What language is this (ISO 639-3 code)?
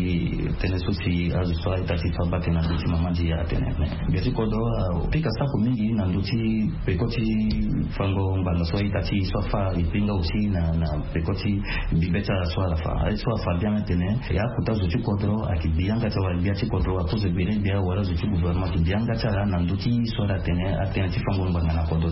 sag